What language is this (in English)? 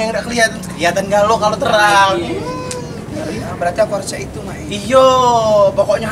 Musi